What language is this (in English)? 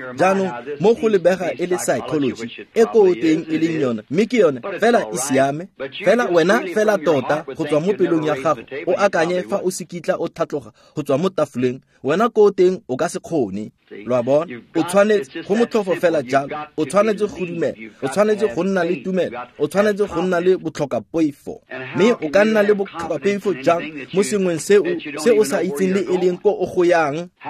Tswana